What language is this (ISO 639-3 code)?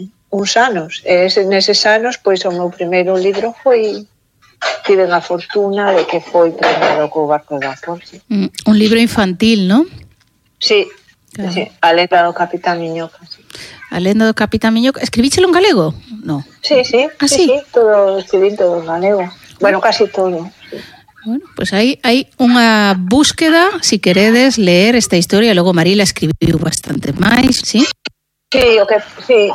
glg